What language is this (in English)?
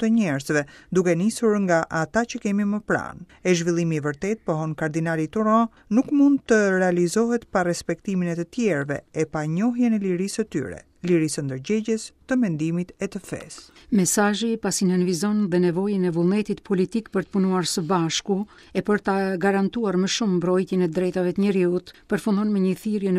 Albanian